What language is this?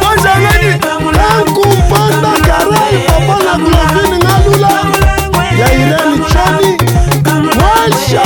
Luba-Lulua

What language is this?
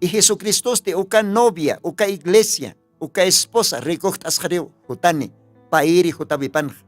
Aymara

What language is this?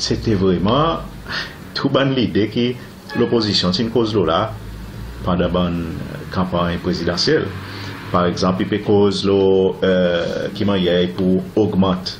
Seselwa Creole French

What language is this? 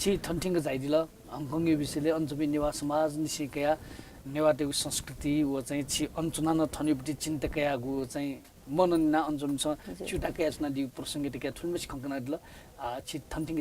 Newari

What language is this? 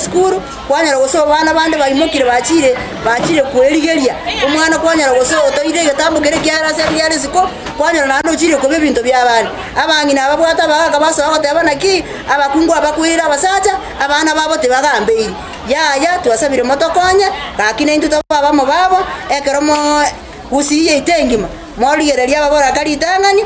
Gusii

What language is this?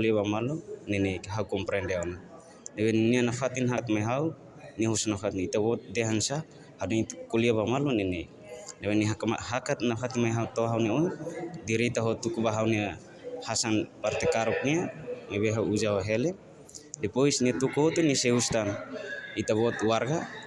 Tetum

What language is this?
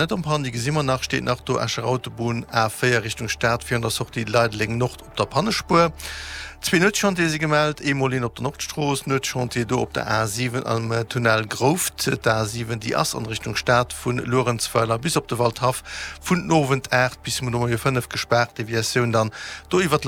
Luxembourgish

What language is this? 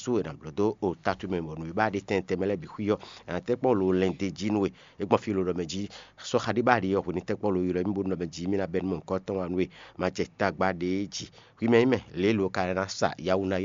Fon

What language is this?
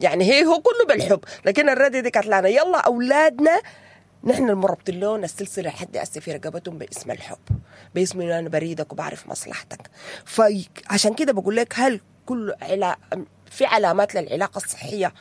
Sudanese Arabic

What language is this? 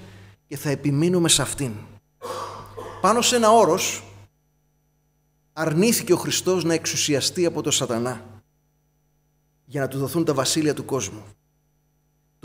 Greek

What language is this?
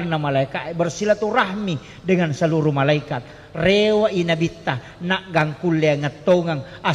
Buginese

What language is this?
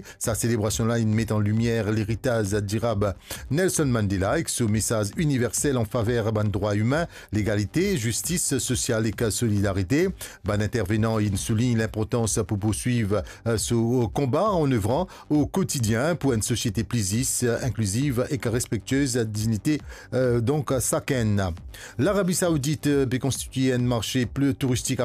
Morisyen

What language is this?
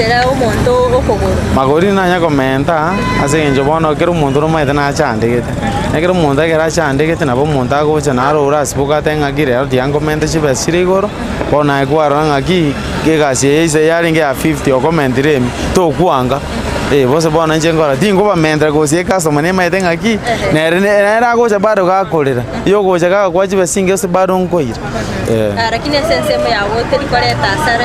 Gusii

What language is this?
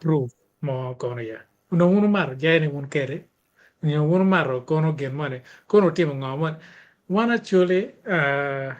Acoli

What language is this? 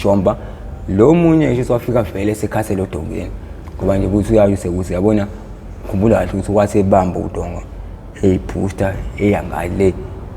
Zulu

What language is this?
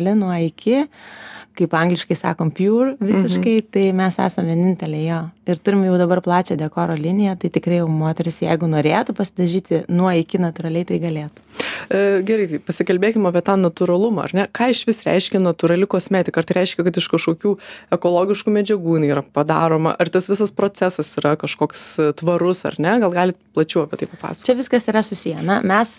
Lithuanian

